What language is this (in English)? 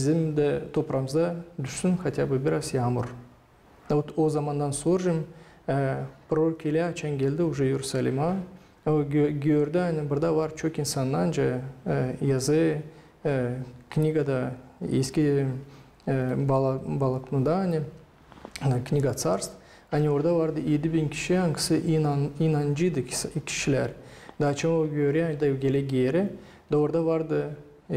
Gagauz